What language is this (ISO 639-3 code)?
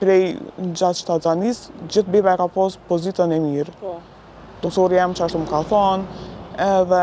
sqi